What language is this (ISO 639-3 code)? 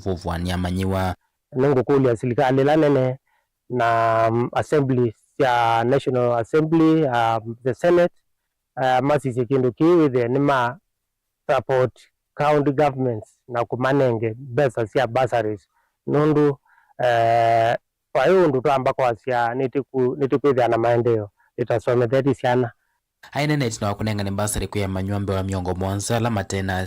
kam